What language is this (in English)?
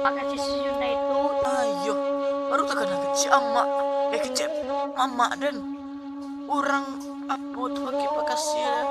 Minangkabau